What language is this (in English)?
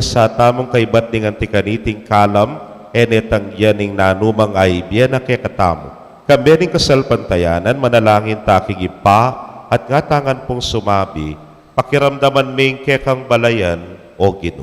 Pampanga